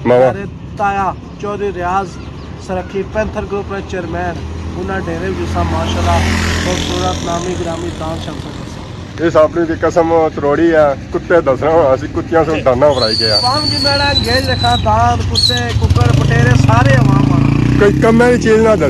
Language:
Pahari-Potwari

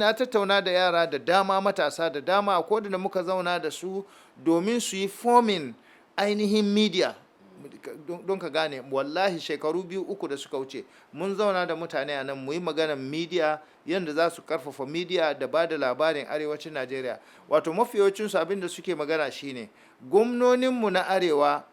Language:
Hausa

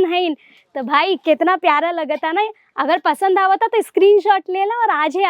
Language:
Bhojpuri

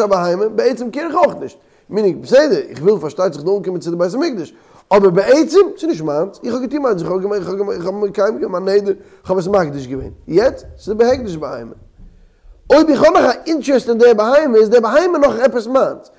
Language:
Yiddish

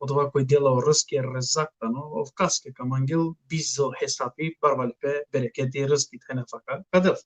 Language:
Balkan Romani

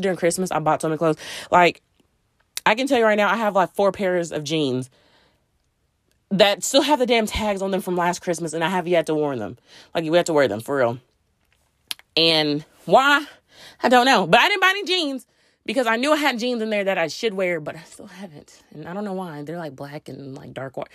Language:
English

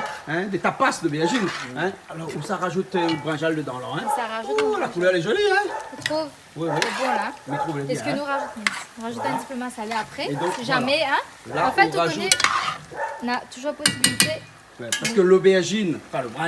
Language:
Réunion Creole French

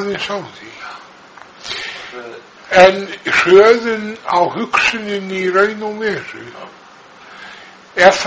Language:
Icelandic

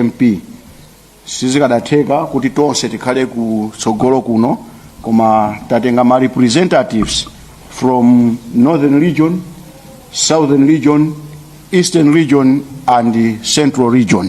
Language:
Nyanja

